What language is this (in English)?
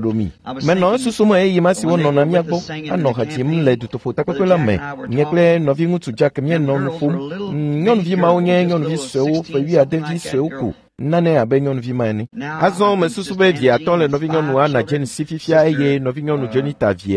Ewe